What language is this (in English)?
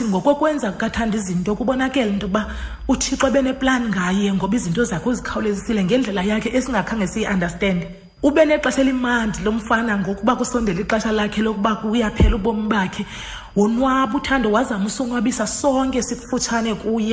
Xhosa